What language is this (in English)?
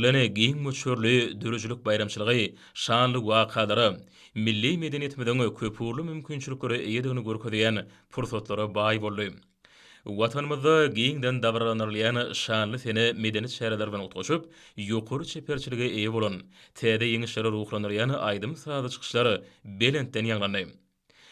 Turkmen